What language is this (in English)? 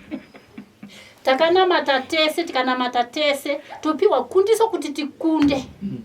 Shona